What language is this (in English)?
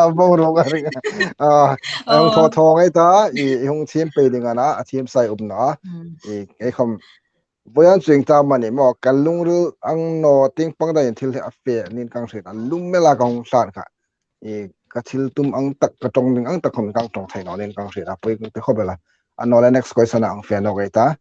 Hmar